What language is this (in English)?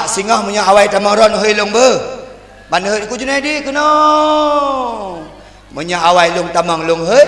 Achinese